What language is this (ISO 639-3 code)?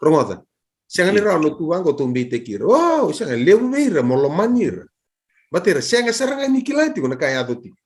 fij